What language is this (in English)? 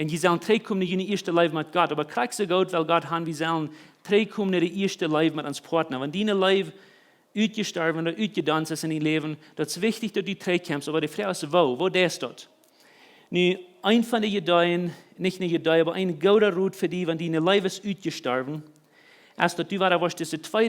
Plautdietsch